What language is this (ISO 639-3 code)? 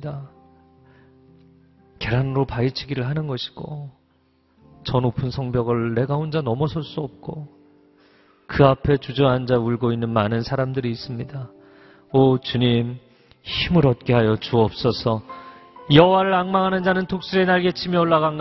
kor